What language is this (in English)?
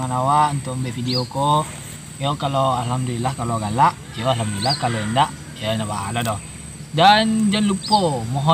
Minangkabau